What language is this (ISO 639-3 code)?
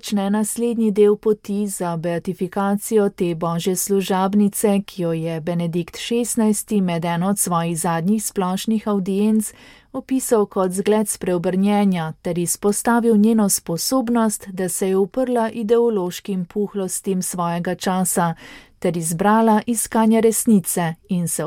slv